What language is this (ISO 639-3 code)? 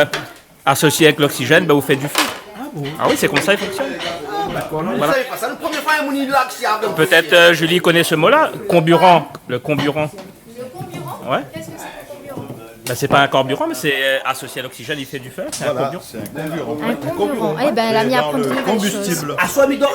rcf